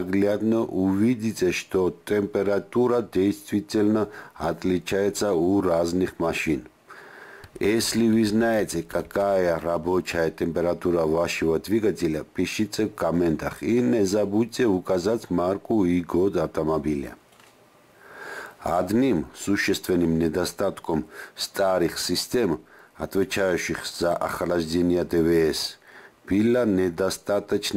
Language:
Russian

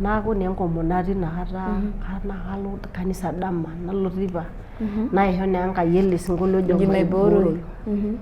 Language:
Masai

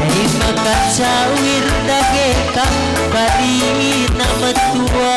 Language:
Batak Karo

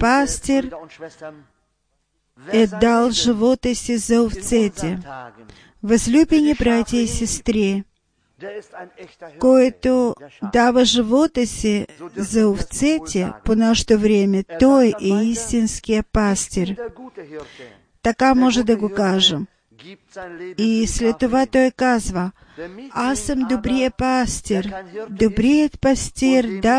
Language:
Bulgarian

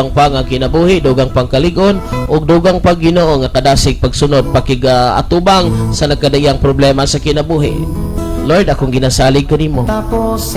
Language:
Cebuano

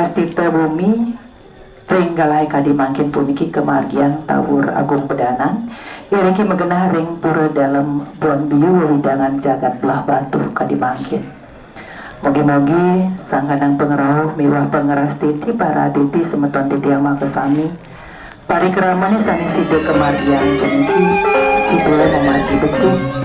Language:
Balinese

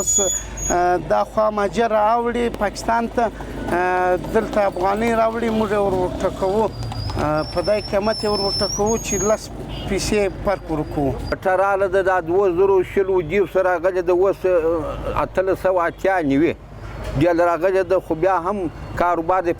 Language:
Pashto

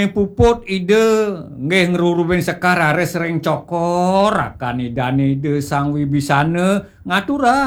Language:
Balinese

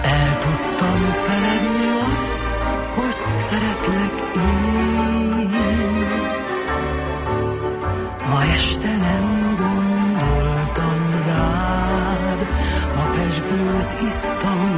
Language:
Hungarian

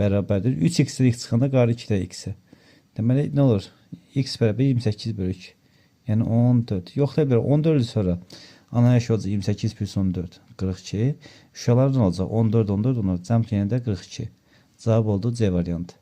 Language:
Azerbaijani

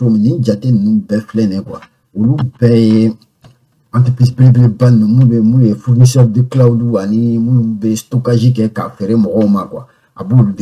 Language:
Bambara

